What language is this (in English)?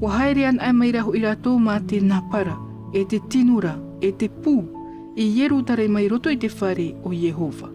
Tahitian